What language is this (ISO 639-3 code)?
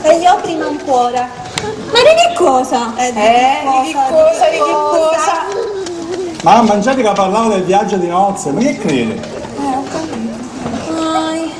scn